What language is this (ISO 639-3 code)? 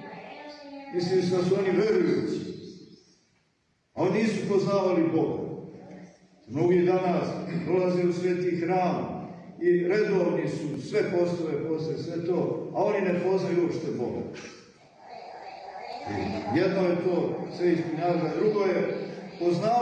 srp